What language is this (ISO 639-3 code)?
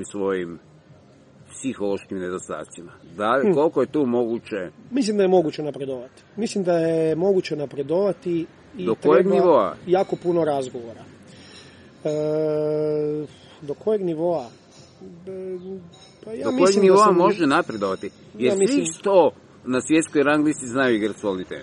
hrv